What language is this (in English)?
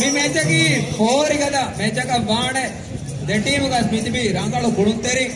Divehi